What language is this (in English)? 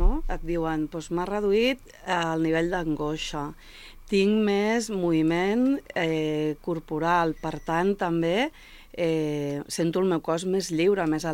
Catalan